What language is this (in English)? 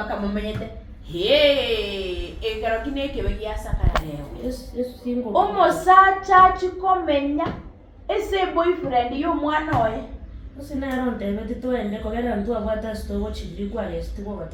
Gusii